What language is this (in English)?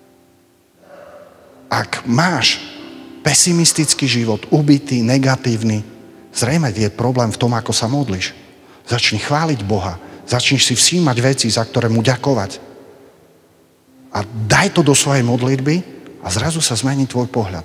Slovak